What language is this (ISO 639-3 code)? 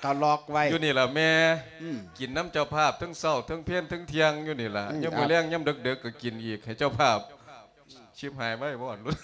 lao